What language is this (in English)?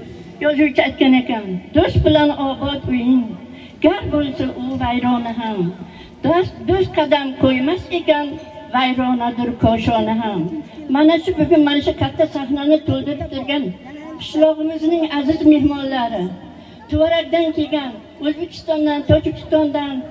Uzbek